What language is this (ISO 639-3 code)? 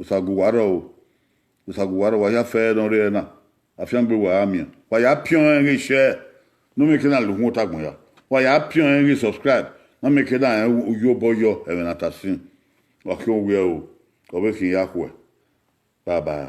bin